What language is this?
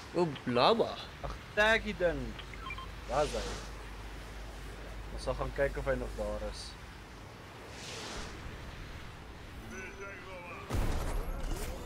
Afrikaans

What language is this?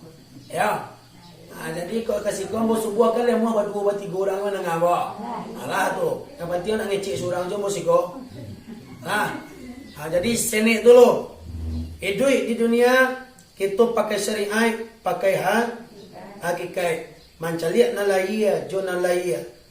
Minangkabau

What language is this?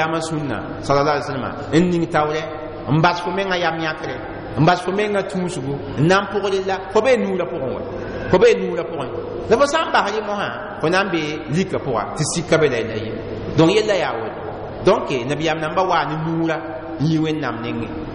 Mossi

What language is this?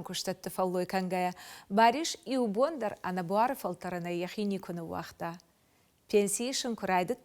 Ossetic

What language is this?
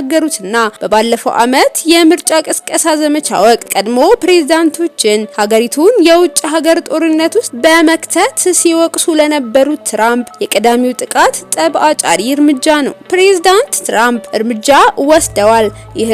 Amharic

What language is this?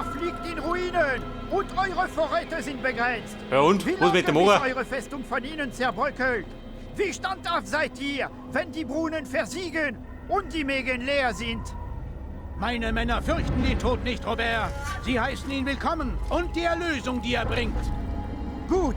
Bavarian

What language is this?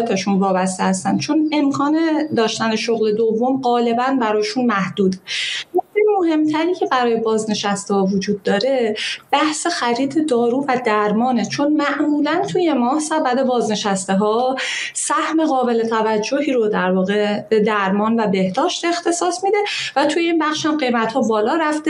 Persian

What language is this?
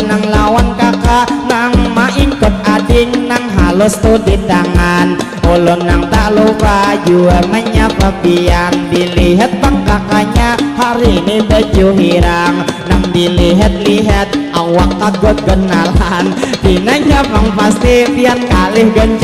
Banjar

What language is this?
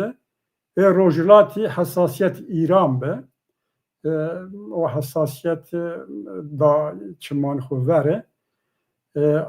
Zaza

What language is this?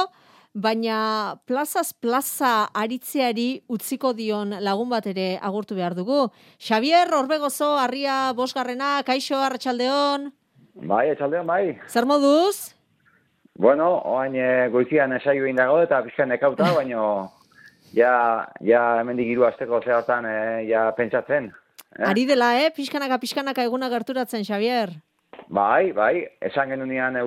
Basque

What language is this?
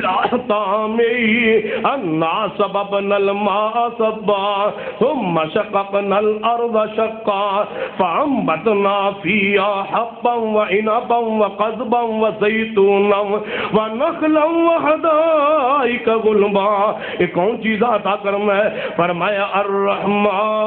Urdu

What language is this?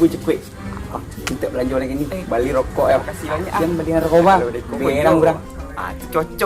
Minangkabau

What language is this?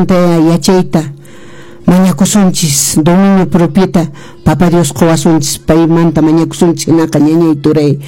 Quechua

